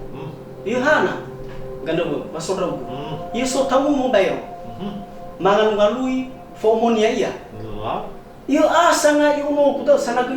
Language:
Nias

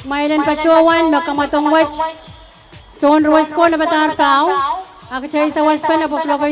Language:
Pohnpeian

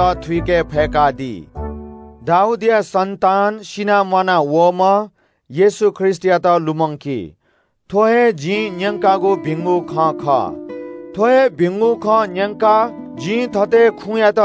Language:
Newari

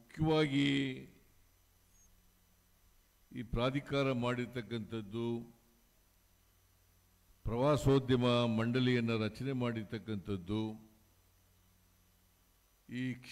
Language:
Kannada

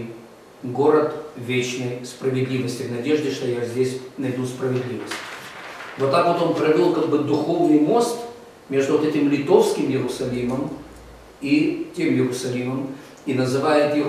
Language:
Russian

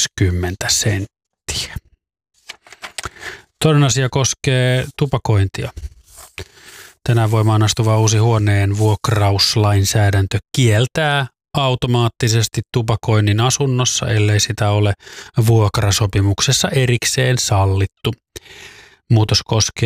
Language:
Finnish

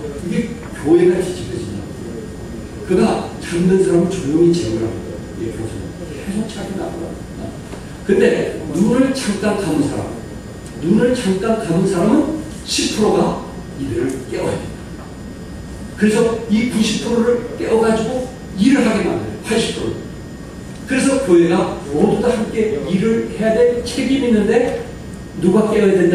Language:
Korean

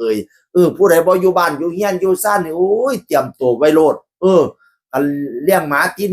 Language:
Northeastern Thai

